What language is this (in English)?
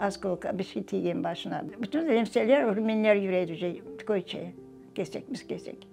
Crimean Tatar